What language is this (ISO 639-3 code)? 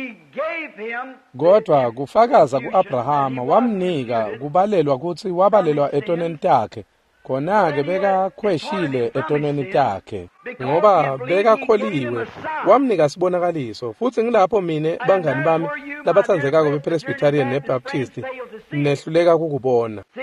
ssw